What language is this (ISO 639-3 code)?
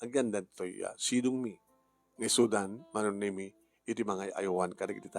ilo